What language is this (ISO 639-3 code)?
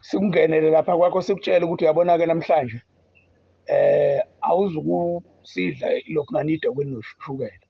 zul